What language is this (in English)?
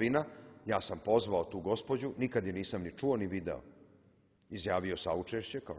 Serbian